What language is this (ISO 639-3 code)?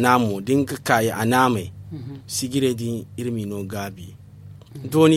dje